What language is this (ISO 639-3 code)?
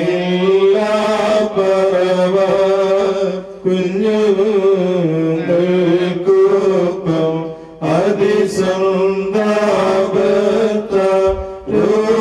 mal